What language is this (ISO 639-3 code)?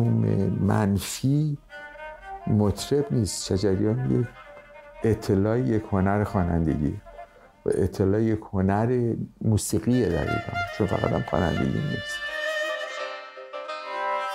fas